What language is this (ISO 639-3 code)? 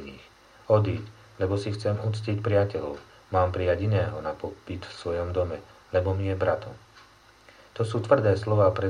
slk